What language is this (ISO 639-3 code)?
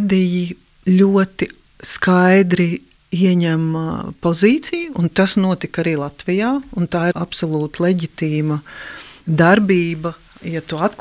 lav